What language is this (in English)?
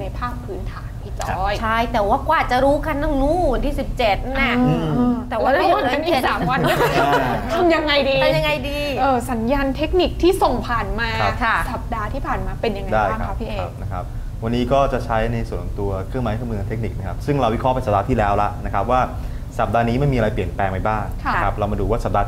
Thai